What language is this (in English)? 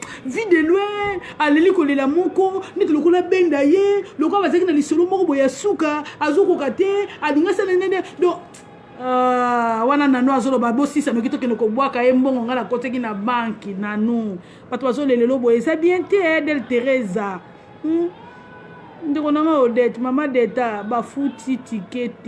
Lingala